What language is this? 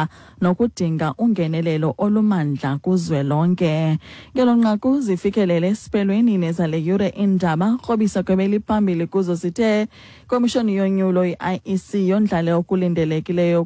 Xhosa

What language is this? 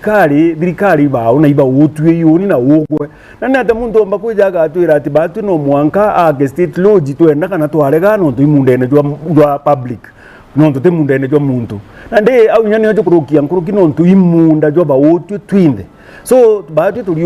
Meru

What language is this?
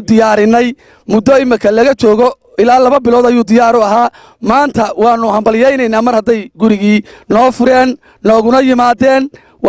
Somali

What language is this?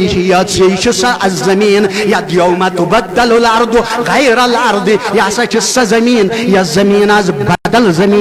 Kashmiri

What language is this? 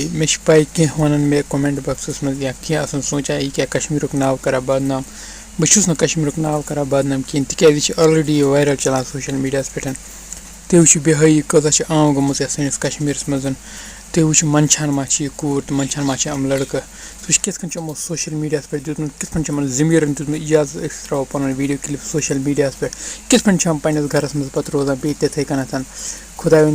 Kashmiri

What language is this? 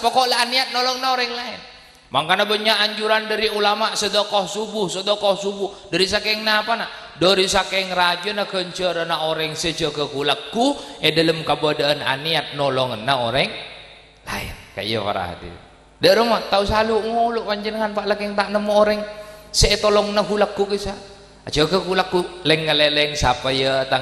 Madurese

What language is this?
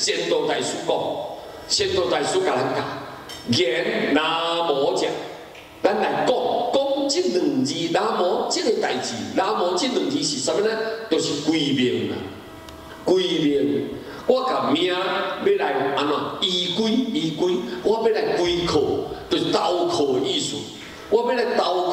Min Nan Chinese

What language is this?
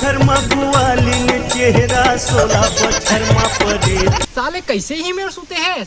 Chhattisgarhi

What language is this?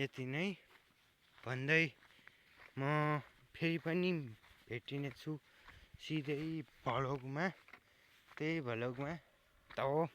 Nepali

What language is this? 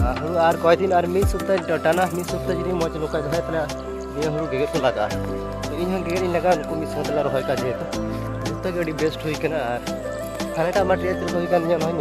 Santali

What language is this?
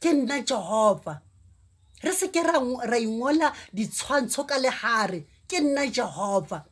Southern Sotho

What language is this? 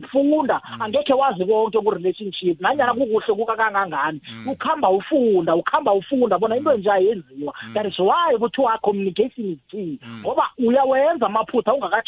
South Ndebele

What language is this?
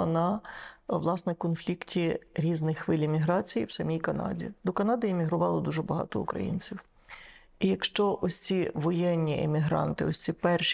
Ukrainian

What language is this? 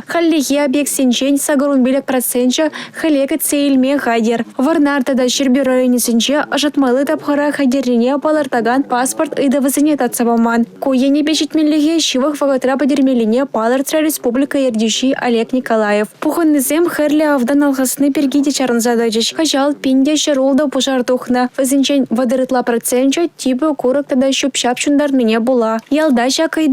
Chuvash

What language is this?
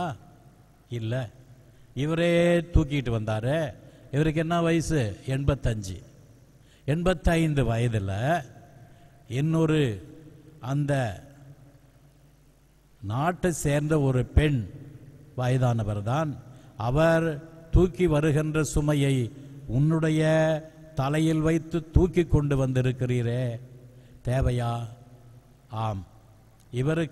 Tamil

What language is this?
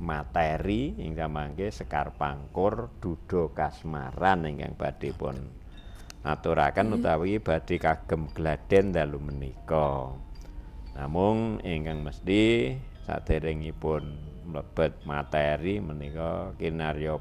Javanese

